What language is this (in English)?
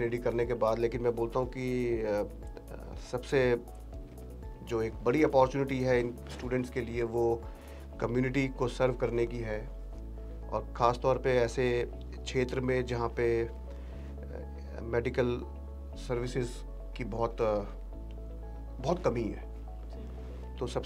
Hindi